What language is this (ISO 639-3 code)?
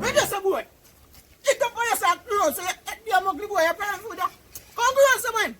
jam